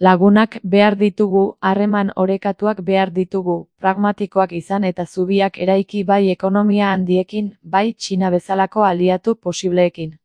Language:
Basque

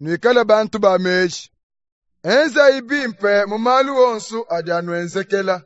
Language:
Luba-Lulua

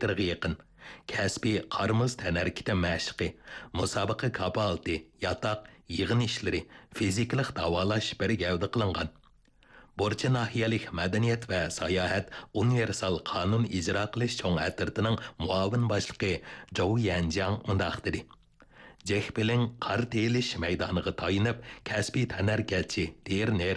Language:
Uyghur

